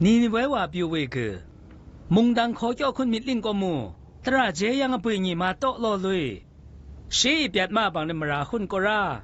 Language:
Zaiwa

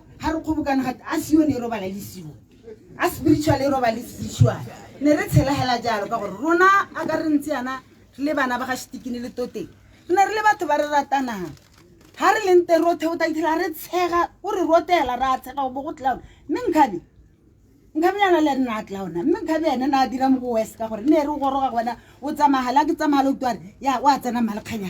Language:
Tswana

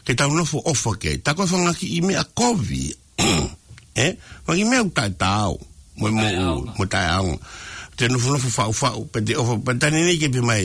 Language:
Tongan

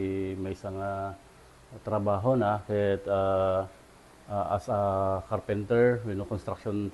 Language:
Iloko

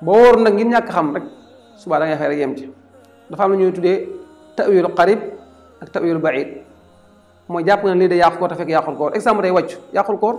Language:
Wolof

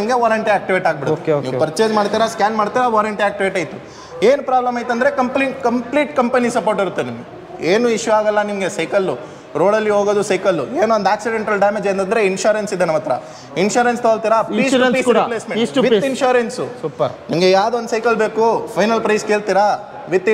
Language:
Kannada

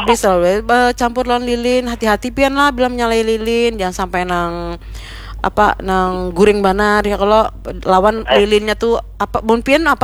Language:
Banjar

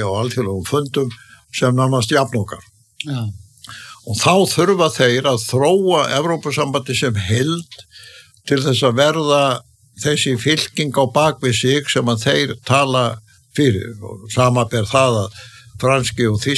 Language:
Icelandic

